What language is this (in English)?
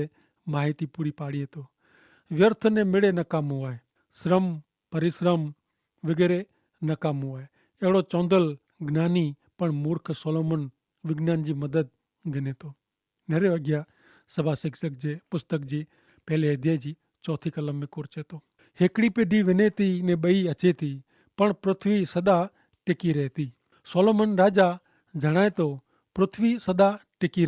Kachhi